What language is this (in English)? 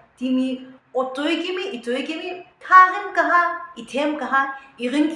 Sumi Naga